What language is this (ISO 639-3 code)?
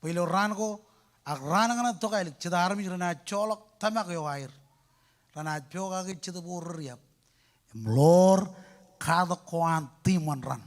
mah